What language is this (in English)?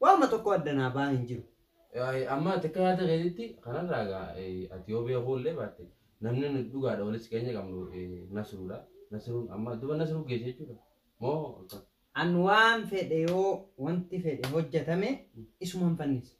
Oromo